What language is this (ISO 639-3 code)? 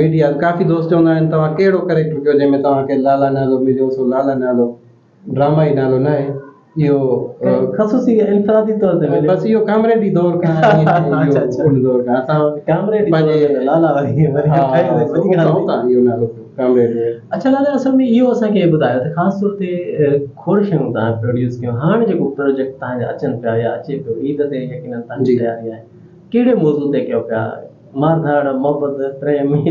snd